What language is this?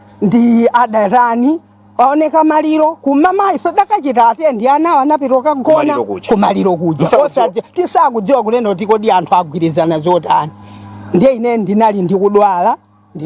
Nyanja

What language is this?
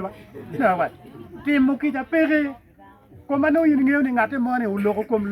Acoli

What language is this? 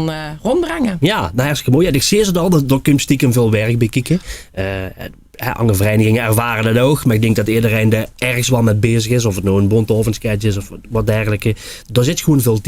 Limburgish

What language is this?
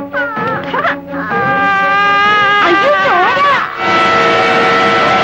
Malayalam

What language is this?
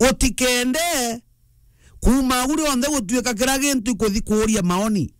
Meru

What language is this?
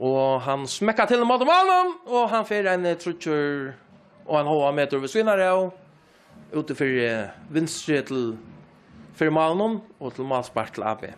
Faroese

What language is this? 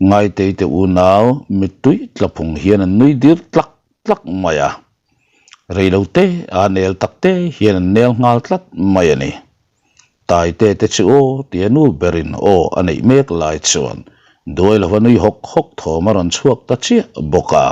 Mizo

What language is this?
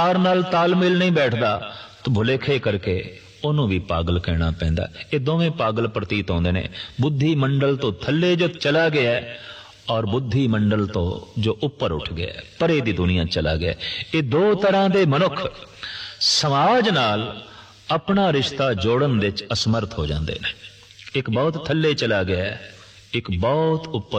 Punjabi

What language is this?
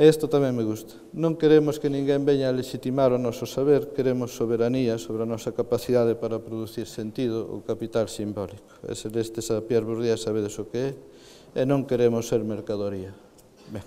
Galician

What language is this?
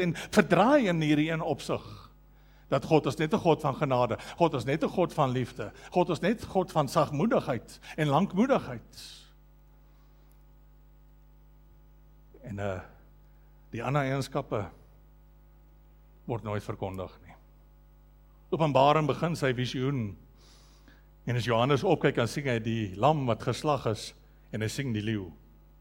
Afrikaans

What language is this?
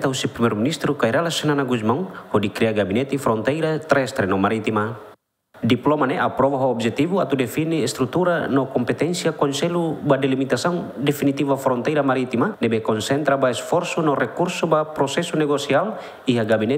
Tetum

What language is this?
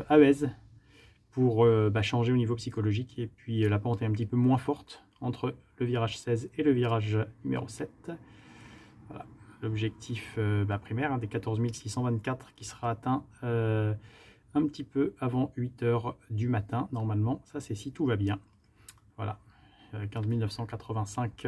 French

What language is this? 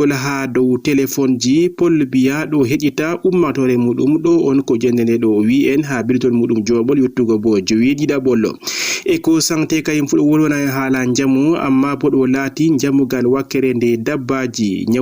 Fula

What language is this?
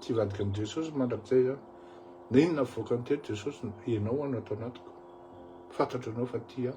Malagasy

